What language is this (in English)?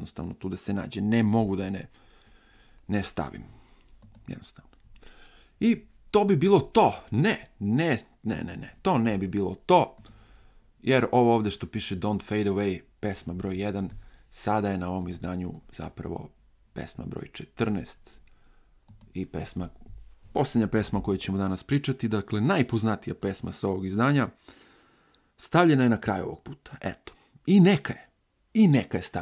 Serbian